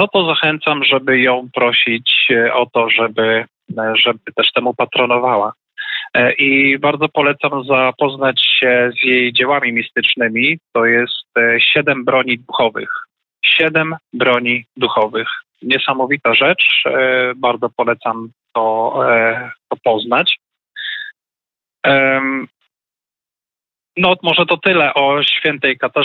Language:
Polish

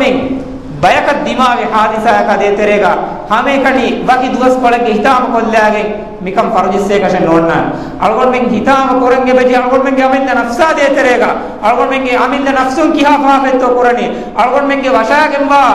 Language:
Divehi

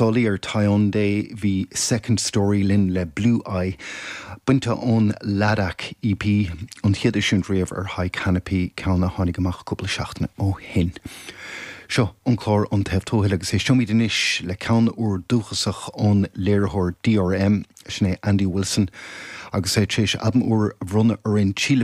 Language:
Irish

